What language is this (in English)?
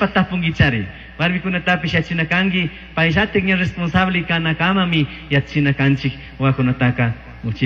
Chimborazo Highland Quichua